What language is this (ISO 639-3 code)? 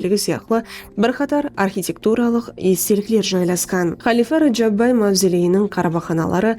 kaa